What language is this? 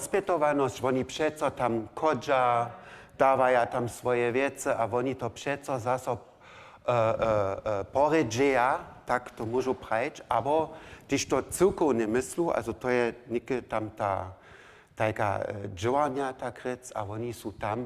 Upper Sorbian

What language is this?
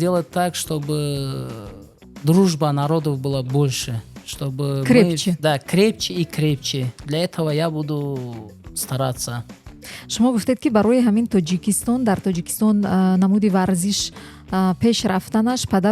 Tajik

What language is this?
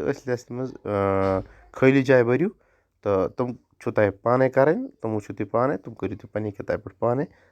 Kashmiri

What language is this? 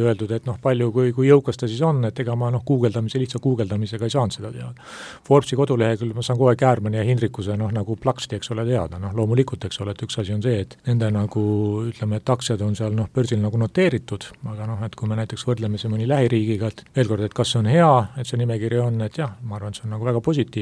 Estonian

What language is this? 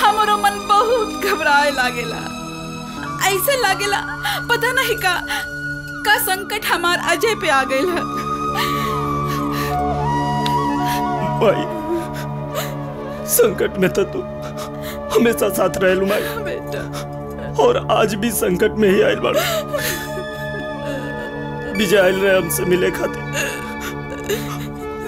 Bhojpuri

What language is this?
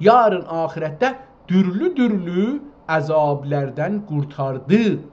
South Azerbaijani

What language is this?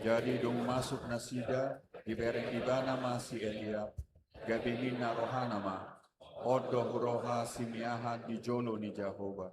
Batak Toba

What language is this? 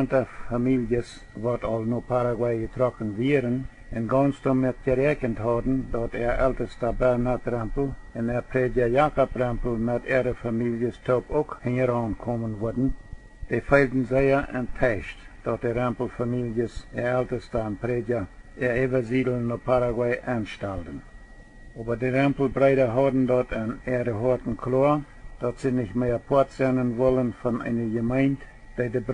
Plautdietsch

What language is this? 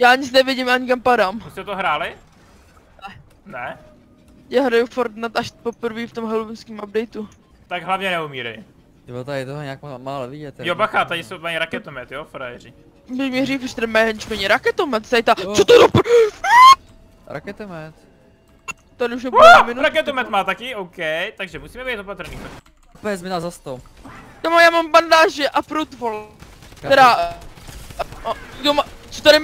Czech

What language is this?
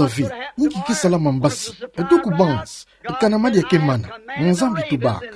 Kituba (Democratic Republic of Congo)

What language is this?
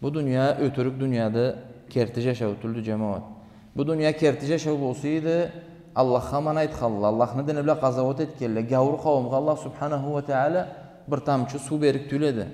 Karachay-Balkar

